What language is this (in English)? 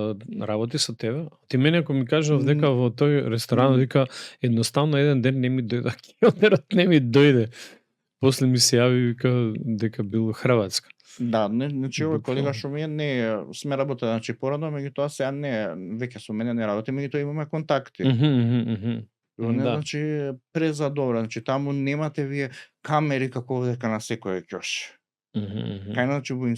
Macedonian